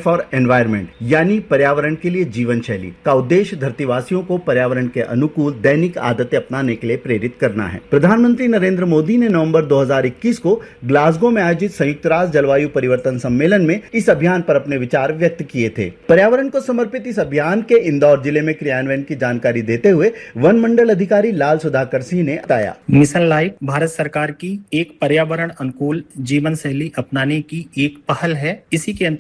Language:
Hindi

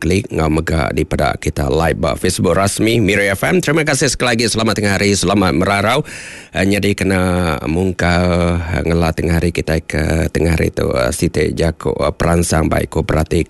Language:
Iban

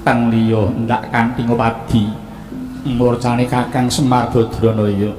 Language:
Javanese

